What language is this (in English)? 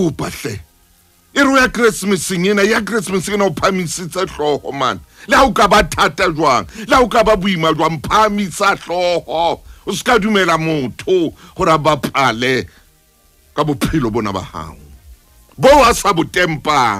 Southern Sotho